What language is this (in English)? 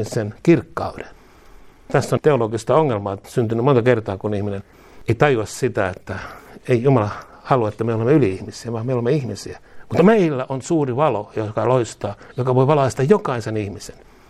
Finnish